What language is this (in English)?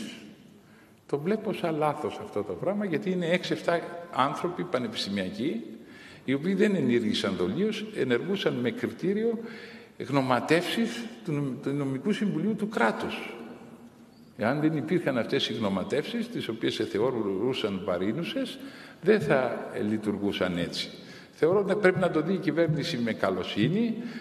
Greek